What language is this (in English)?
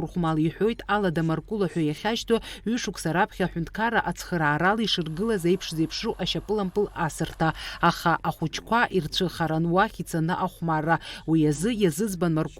Abkhazian